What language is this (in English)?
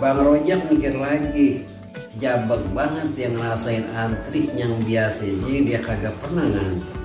Betawi